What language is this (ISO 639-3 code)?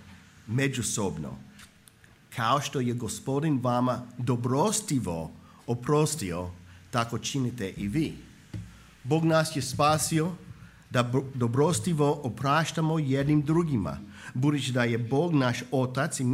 hrv